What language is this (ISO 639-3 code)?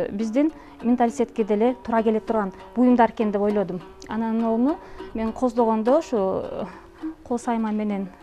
kir